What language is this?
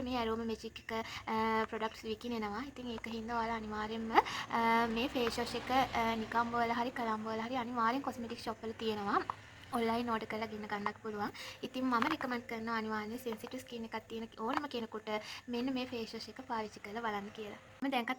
Sinhala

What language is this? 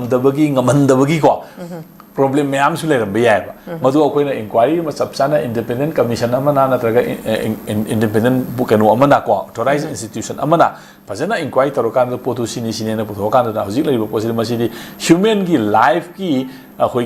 Manipuri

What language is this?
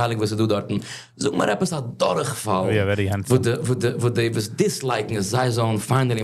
Yiddish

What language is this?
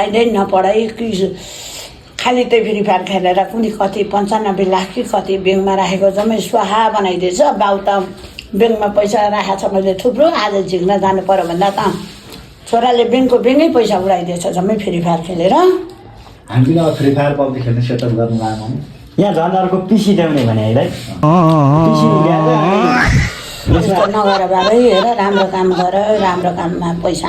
Nepali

